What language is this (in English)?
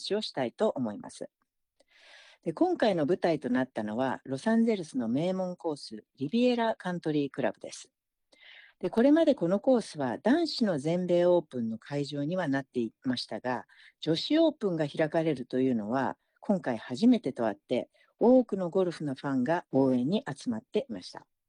Japanese